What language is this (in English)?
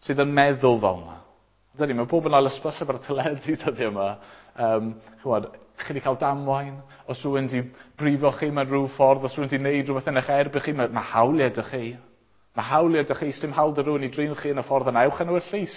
Welsh